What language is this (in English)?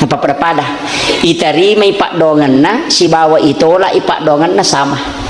Buginese